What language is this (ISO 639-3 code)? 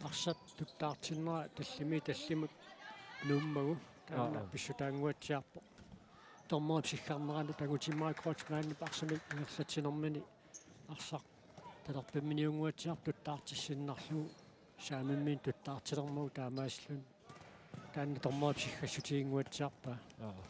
kal